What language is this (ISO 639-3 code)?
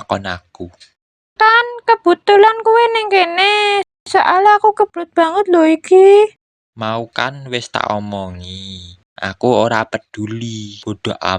jav